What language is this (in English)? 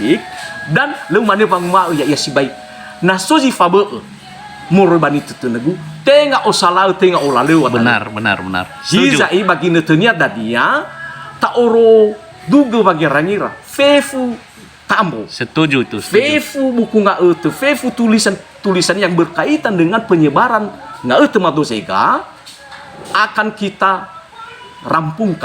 Nias